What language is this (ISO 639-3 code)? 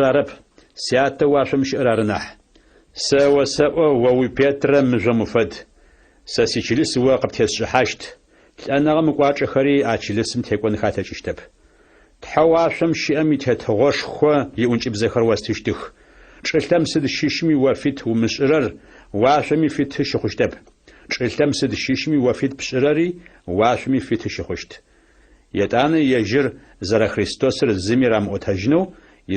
ady